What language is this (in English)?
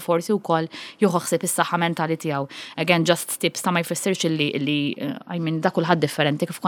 Maltese